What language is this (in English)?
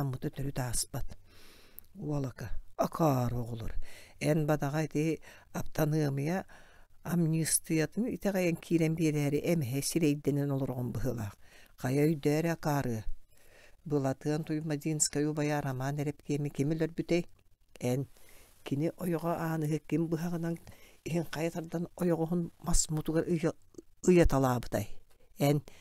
Yakut